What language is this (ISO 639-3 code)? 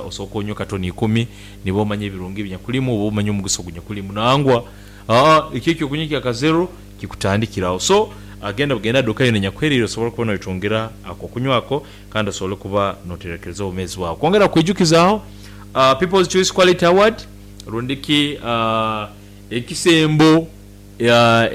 nyo